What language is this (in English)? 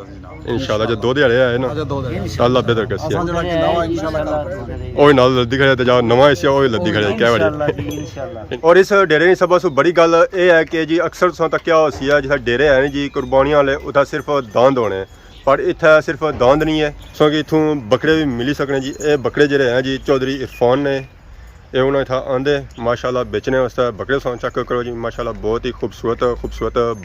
Pahari-Potwari